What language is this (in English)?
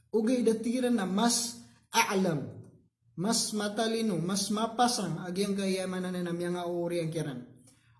Maranao